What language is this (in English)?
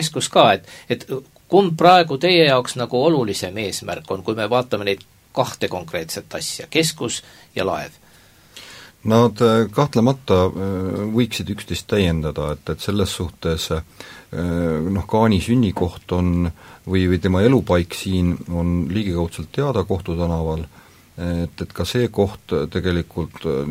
Estonian